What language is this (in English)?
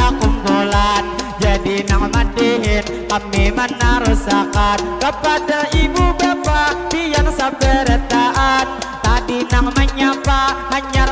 Banjar